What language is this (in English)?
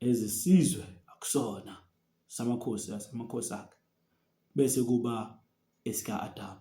Zulu